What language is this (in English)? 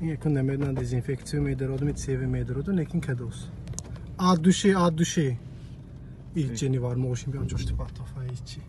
Tajik